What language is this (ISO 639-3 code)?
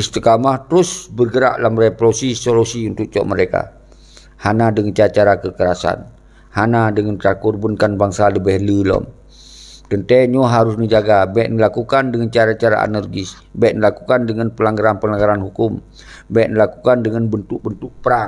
ace